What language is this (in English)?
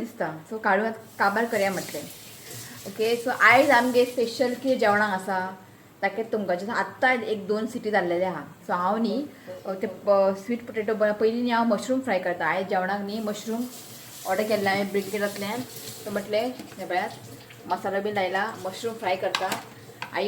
Konkani